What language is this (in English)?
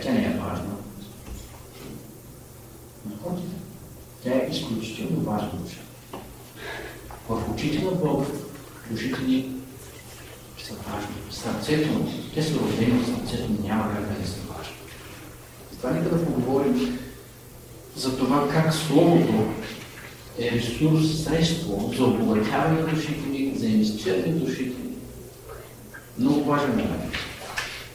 Bulgarian